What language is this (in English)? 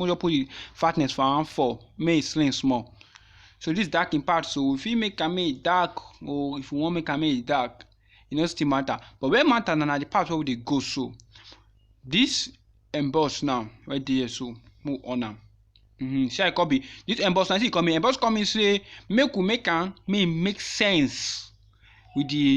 Nigerian Pidgin